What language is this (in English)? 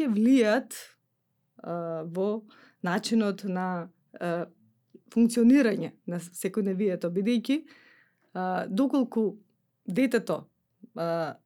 Macedonian